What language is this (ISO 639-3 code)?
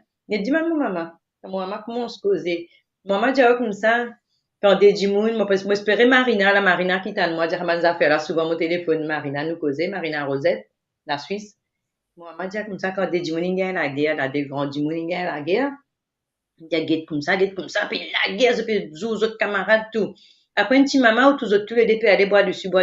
mfe